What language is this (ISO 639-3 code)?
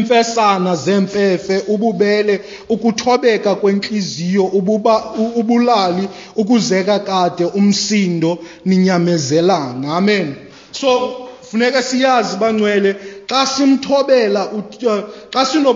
xho